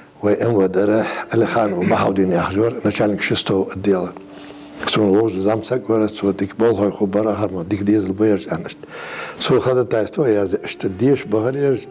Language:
Ingush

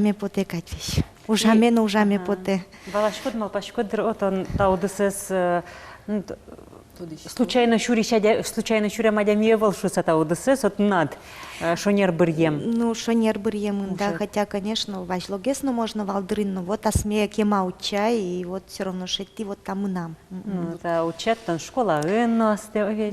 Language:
Udmurt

